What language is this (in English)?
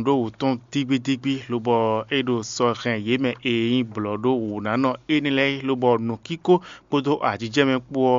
Fon